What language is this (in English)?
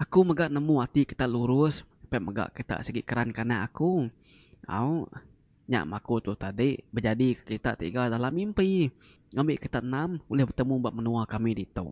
Iban